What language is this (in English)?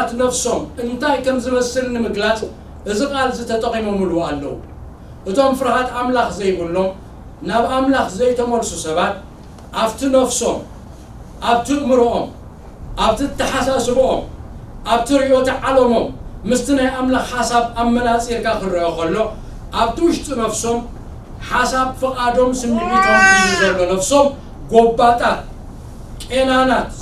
Tigrinya